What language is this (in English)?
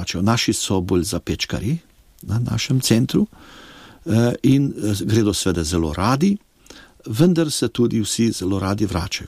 Slovenian